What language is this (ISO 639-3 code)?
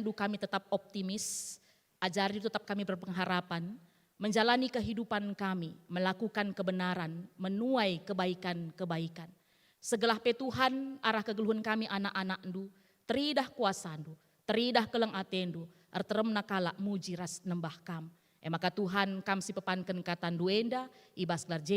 btx